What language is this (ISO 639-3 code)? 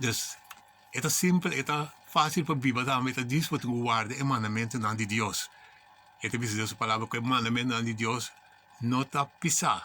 pap